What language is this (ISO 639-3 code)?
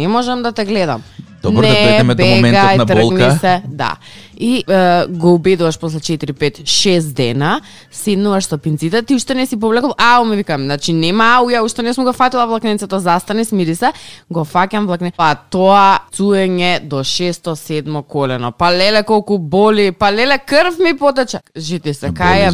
mkd